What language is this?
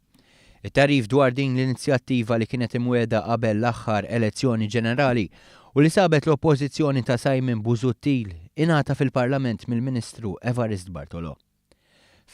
Maltese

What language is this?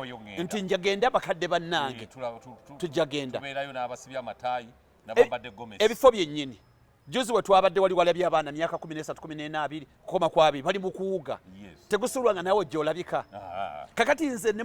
Ganda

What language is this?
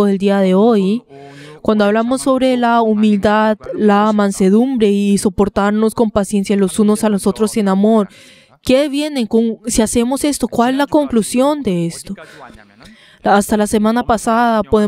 Spanish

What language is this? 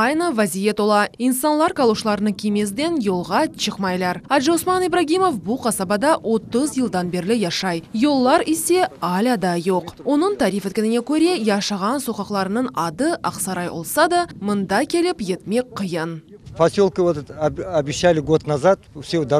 Crimean Tatar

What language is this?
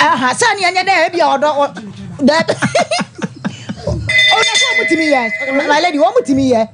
Akan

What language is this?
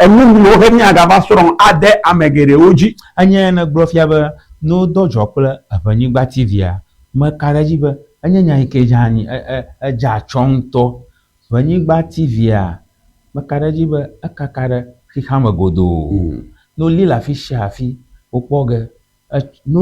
Ewe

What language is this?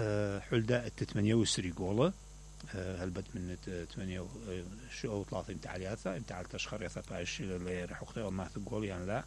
Mesopotamian Arabic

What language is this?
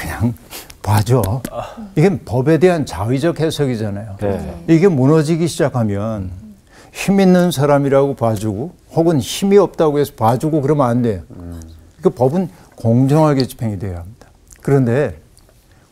Korean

